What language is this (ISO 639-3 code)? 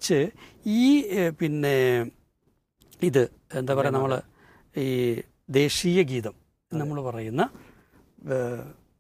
mal